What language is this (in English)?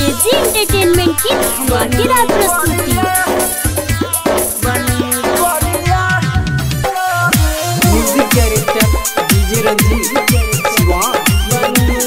Bhojpuri